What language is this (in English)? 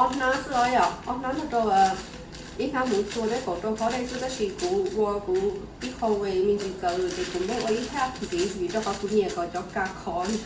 Hmong